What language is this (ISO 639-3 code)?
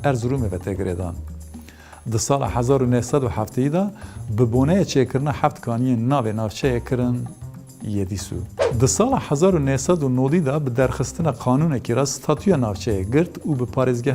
kur